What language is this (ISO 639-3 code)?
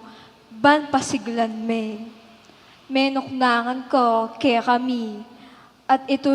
pam